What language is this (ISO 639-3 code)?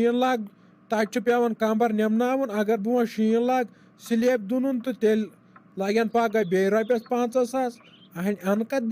kas